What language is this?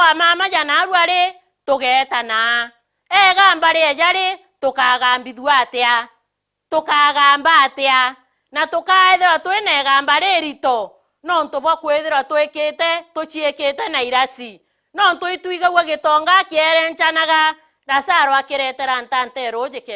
Meru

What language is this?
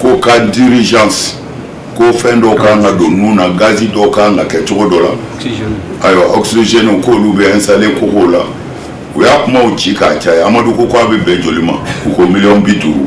Bambara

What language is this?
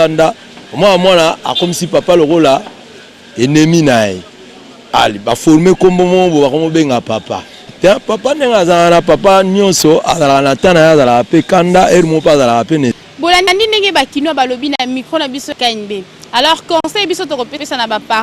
Lingala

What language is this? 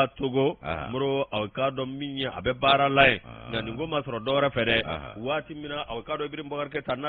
Bambara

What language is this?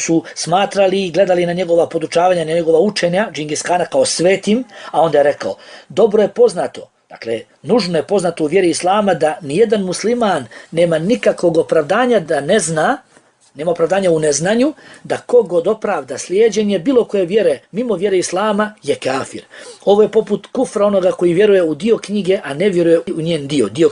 Bosnian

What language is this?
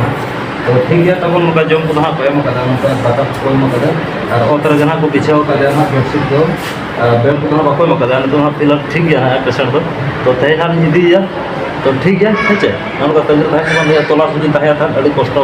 Santali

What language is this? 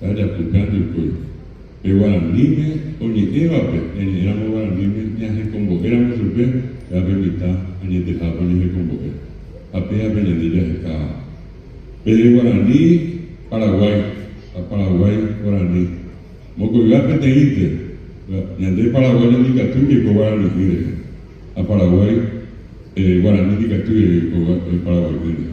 Guarani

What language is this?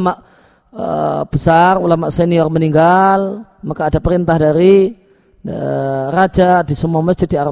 Indonesian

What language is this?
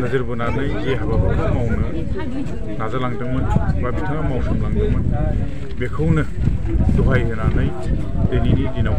Bodo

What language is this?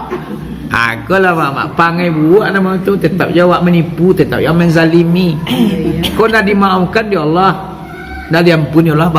Minangkabau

